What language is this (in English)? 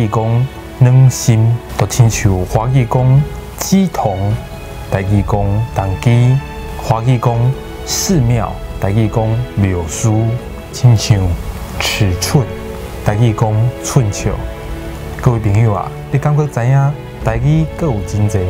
Min Nan Chinese